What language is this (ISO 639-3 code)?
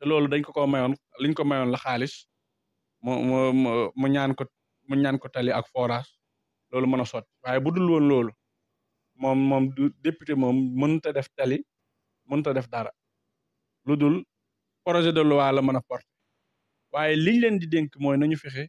wol